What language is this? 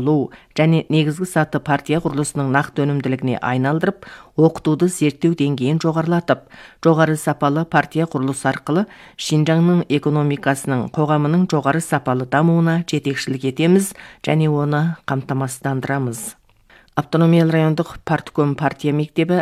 Kazakh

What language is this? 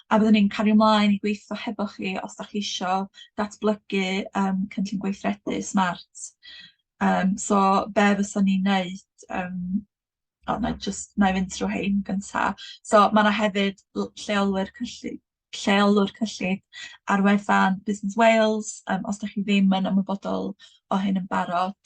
Welsh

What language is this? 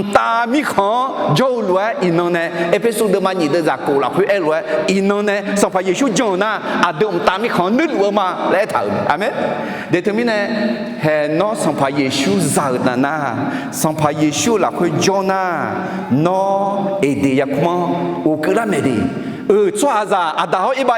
Akha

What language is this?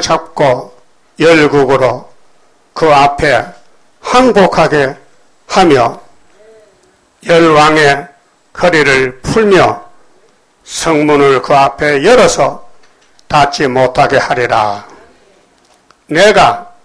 Korean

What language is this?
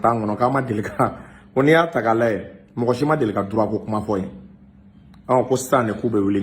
Bambara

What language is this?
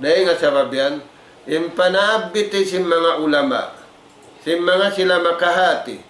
Tausug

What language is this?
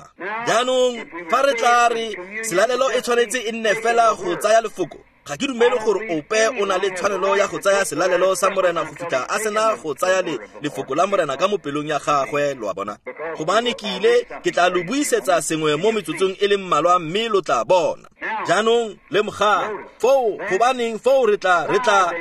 Tswana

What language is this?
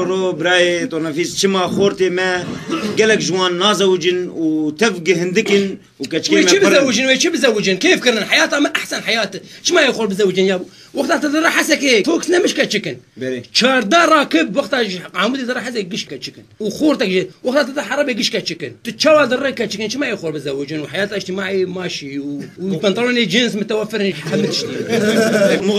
Kurdish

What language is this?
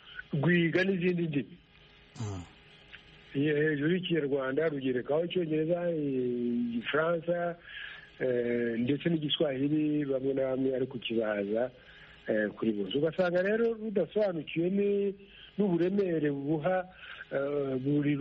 Kinyarwanda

